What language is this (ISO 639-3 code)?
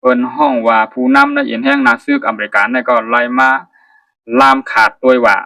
shn